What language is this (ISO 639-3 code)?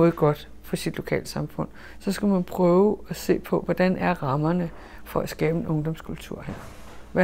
dan